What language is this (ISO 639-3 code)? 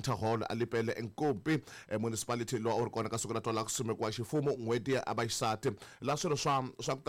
tso